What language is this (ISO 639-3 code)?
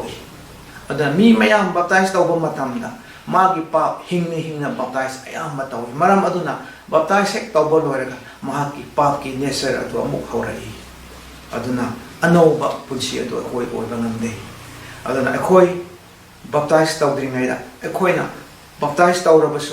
mni